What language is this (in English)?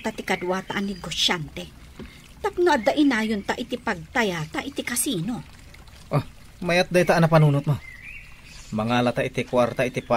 Iloko